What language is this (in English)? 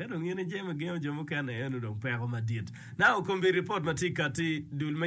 Acoli